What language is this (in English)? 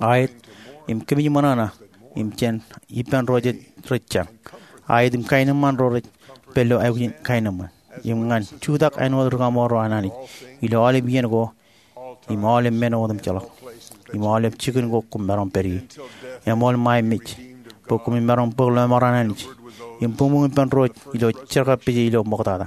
Marshallese